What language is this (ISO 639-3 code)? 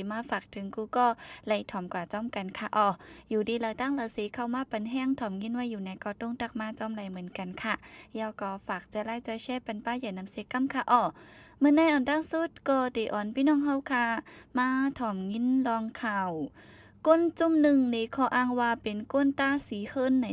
shn